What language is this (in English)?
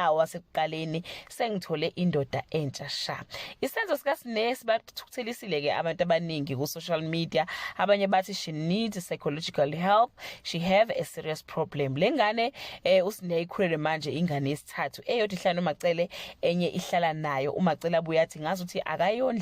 Zulu